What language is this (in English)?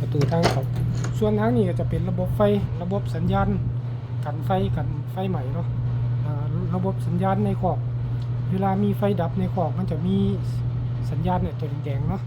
Lao